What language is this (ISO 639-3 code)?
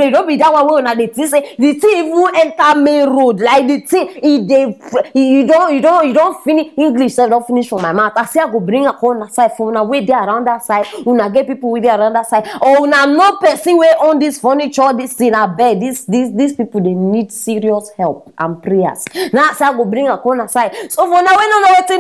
pcm